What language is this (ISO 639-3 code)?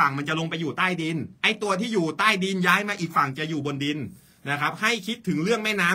tha